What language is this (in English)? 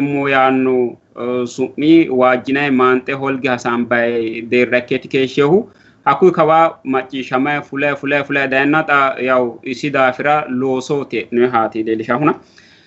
Sidamo